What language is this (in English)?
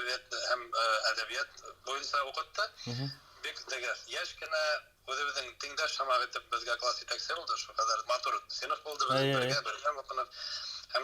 Bashkir